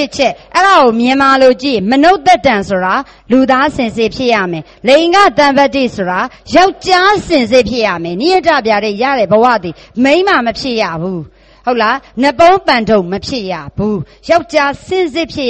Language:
Burmese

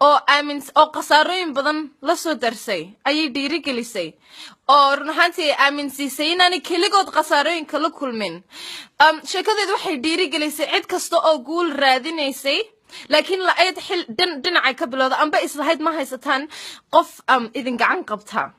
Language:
Somali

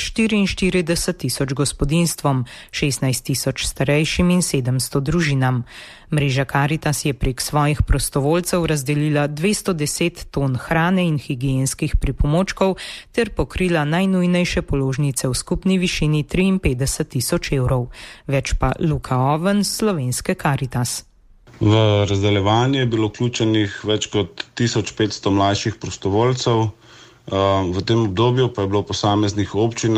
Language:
Slovenian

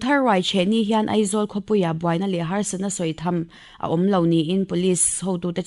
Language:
Mizo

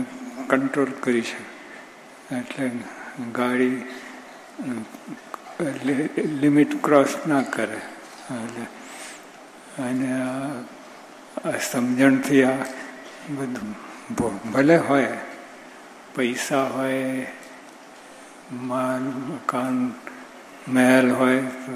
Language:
Gujarati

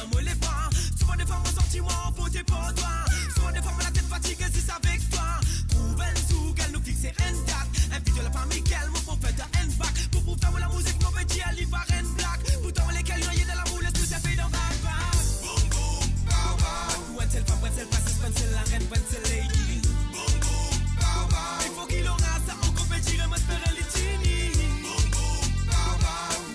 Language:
Morisyen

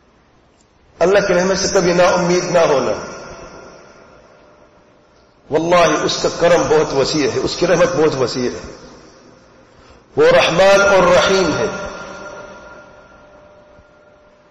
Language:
Urdu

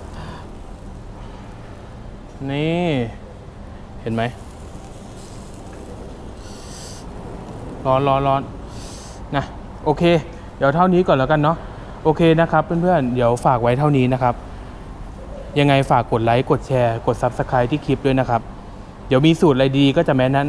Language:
Thai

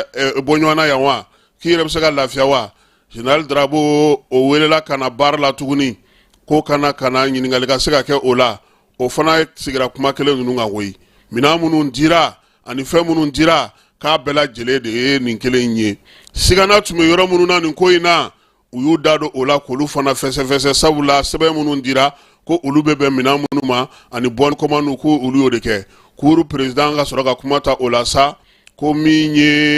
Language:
Bambara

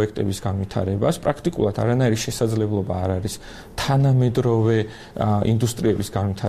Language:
Georgian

